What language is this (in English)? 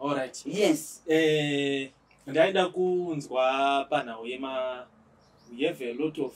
Shona